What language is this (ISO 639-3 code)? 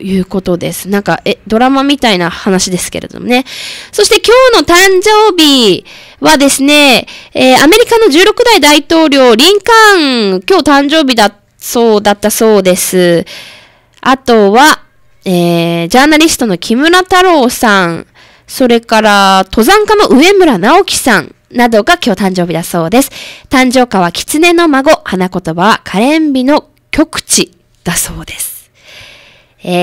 jpn